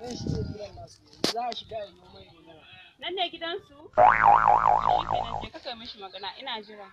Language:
Hausa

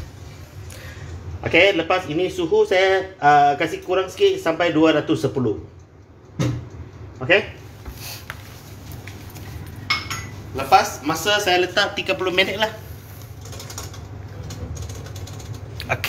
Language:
Malay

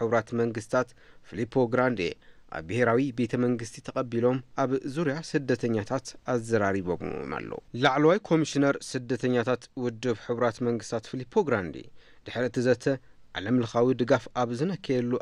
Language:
Tigrinya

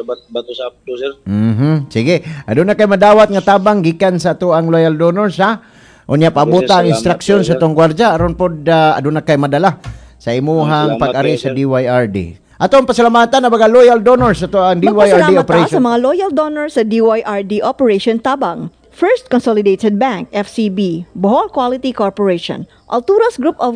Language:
Cebuano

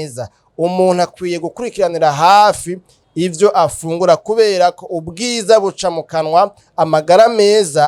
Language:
Rundi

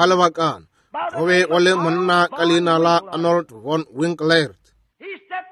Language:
Northern Sotho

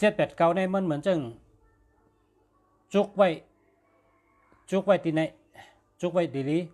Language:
Shan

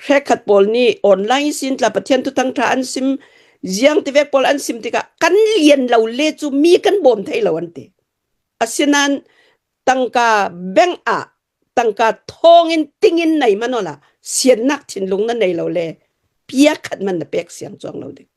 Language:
Hakha Chin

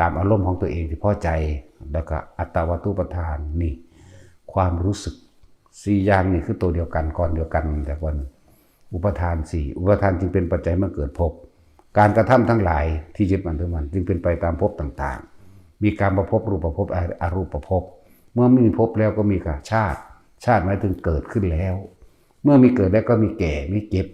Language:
Northeastern Thai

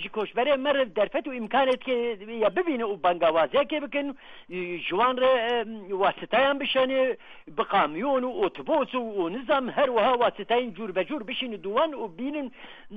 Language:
Kurdish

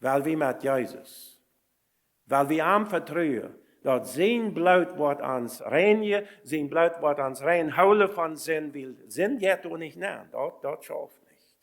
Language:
Plautdietsch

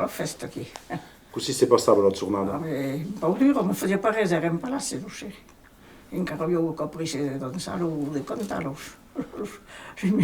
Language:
Occitan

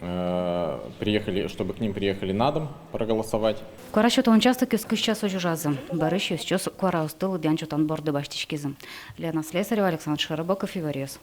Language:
Udmurt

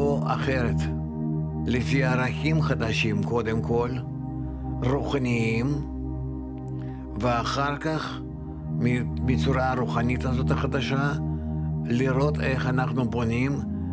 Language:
Hebrew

